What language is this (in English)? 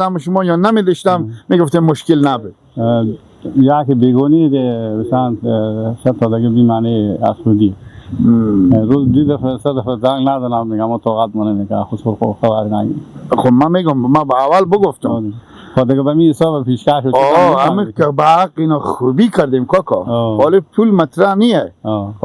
Persian